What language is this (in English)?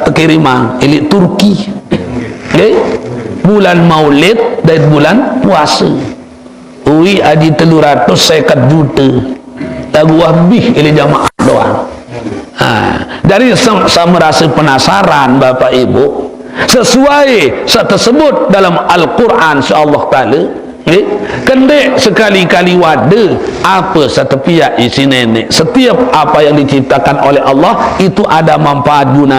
Sasak